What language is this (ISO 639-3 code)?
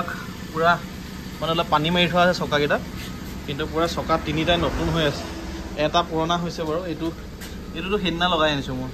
asm